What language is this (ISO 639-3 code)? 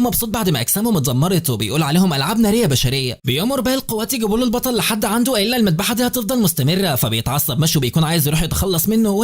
arz